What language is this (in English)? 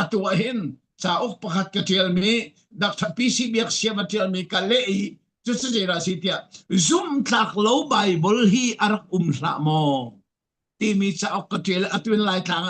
Falam Chin